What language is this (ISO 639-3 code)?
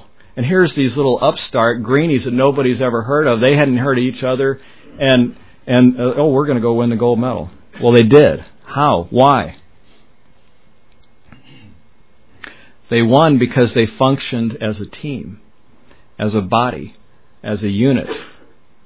eng